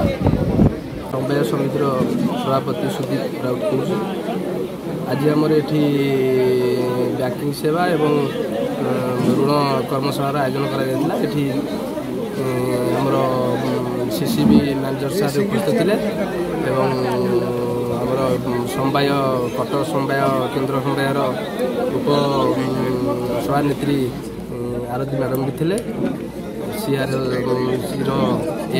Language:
Odia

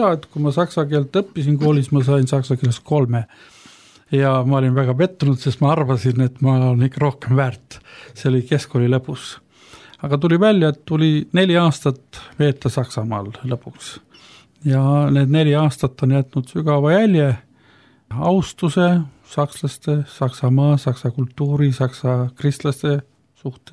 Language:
Estonian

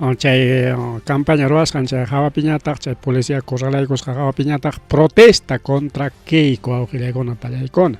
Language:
Ayacucho Quechua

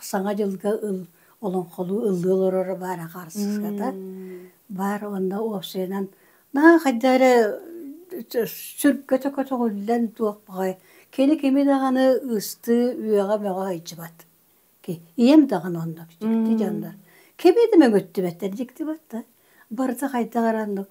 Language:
Yakut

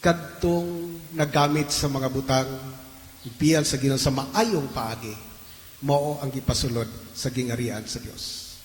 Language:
Cebuano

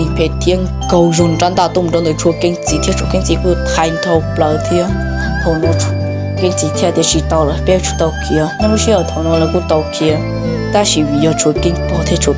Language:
Hmong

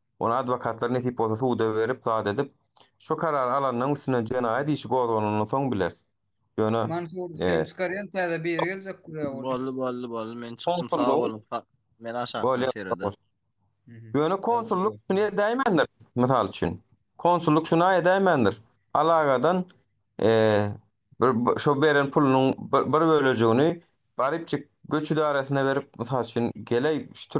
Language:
Turkmen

